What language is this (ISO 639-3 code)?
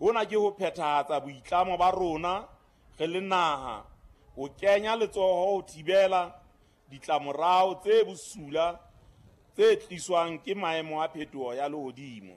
sot